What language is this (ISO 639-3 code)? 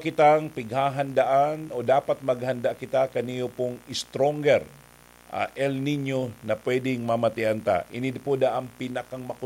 bik